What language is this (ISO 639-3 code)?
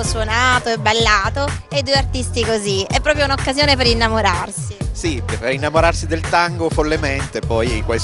ita